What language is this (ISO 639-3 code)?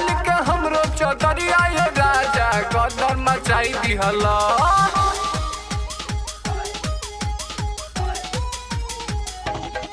bho